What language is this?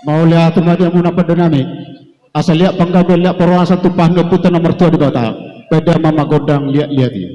Batak Toba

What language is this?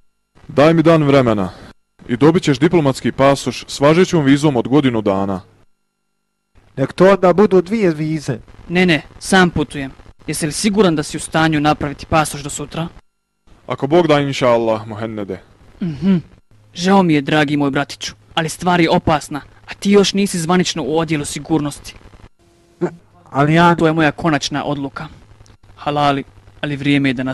Bosnian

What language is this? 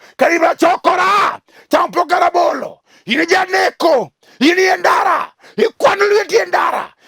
Luo (Kenya and Tanzania)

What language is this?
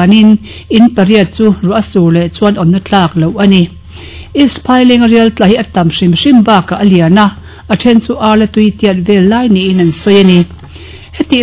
Mizo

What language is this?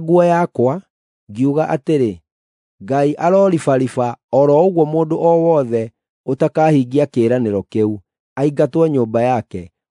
Kikuyu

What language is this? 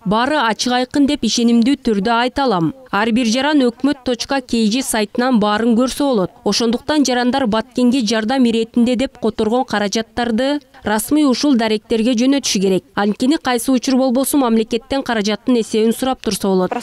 Kyrgyz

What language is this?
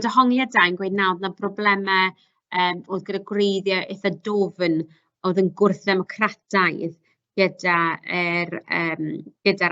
Welsh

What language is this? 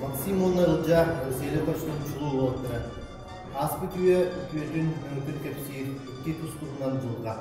Yakut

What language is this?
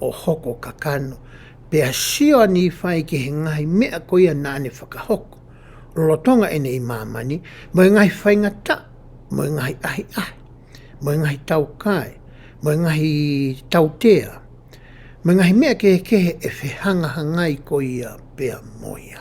Tongan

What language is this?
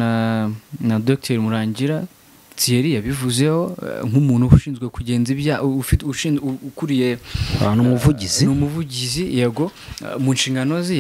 Kinyarwanda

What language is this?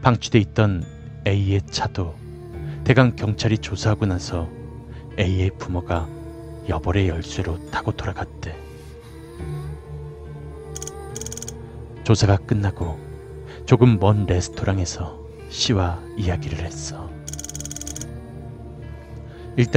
Korean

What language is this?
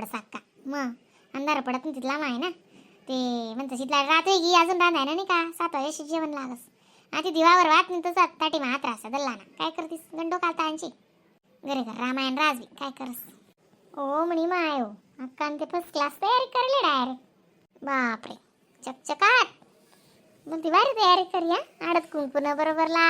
Khandesi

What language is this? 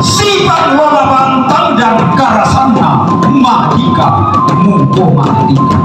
Toraja-Sa'dan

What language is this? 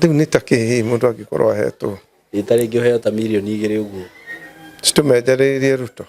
Kikuyu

